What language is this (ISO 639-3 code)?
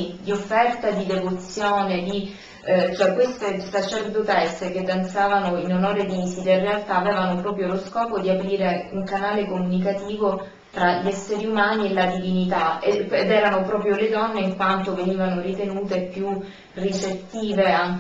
ita